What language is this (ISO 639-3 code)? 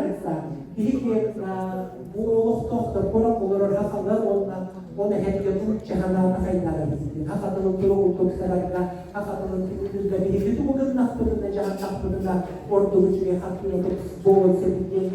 sah